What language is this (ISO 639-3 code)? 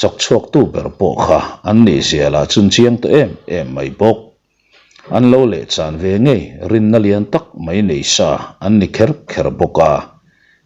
lus